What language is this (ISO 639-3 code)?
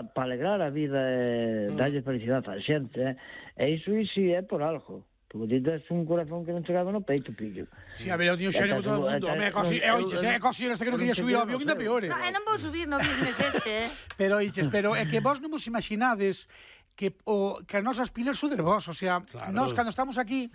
glg